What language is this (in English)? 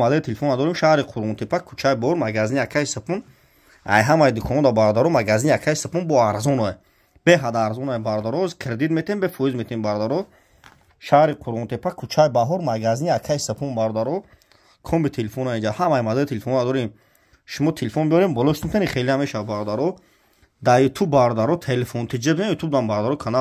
Tajik